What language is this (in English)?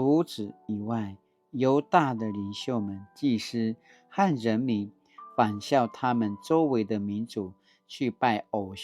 Paiwan